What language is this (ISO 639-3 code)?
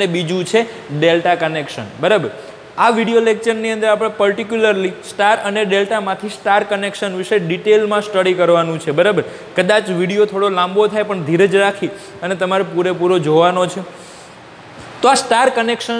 guj